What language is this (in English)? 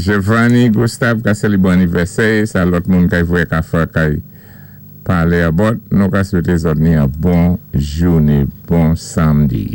Saint Lucian Creole French